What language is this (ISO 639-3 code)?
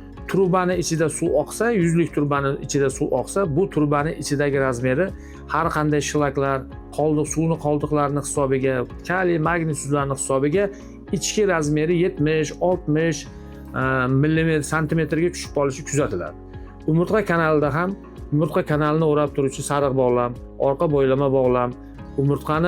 uzb